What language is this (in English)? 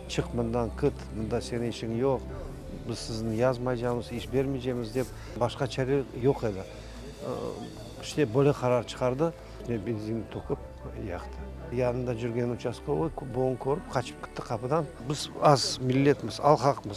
Crimean Tatar